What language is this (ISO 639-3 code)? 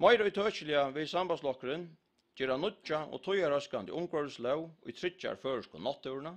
fao